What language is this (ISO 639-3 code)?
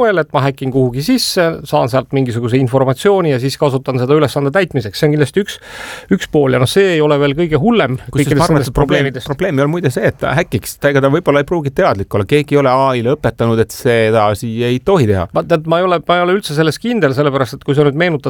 est